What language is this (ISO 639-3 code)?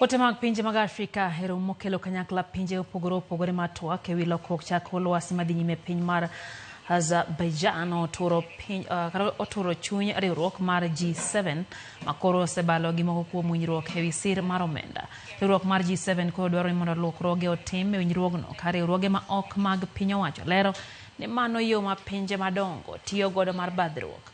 luo